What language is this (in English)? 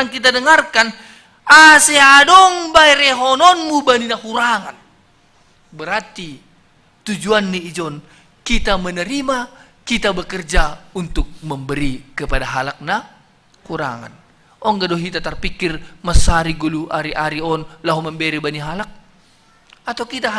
Batak Simalungun